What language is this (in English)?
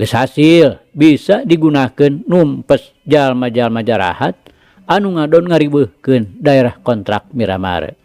Sundanese